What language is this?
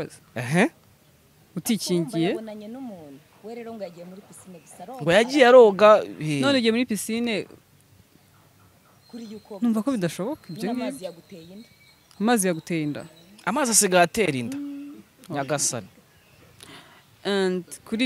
Kinyarwanda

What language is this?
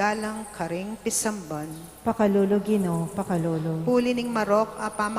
Pampanga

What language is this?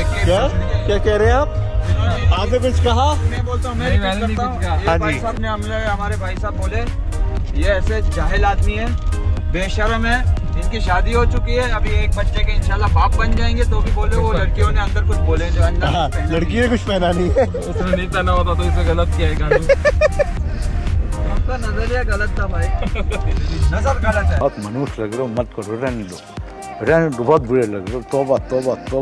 Hindi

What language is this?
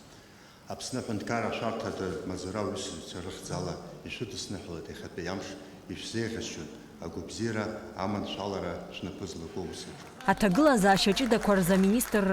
Abkhazian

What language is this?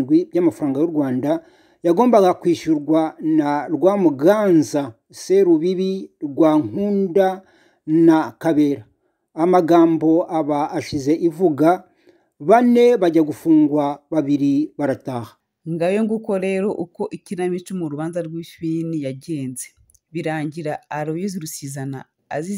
Kinyarwanda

